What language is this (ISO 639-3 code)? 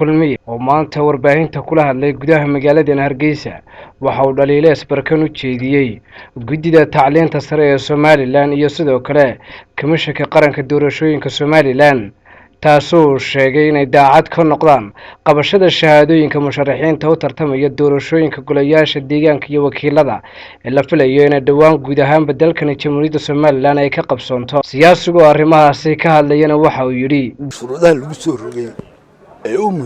som